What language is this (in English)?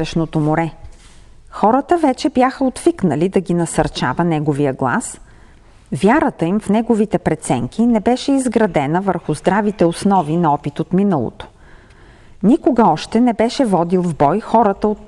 Bulgarian